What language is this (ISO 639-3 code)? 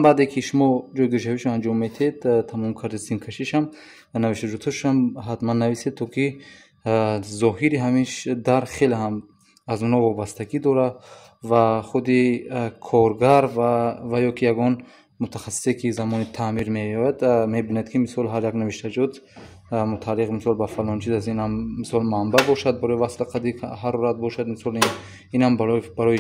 tgk